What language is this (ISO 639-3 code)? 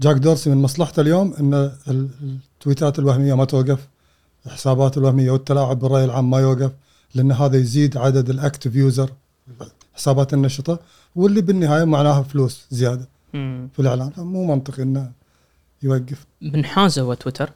afb